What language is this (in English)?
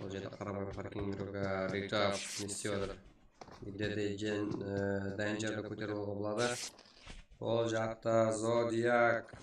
Kara-Kalpak